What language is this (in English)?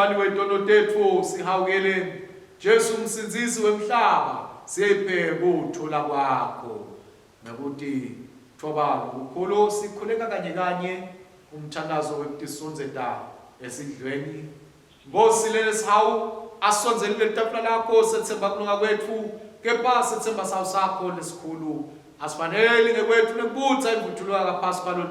Swati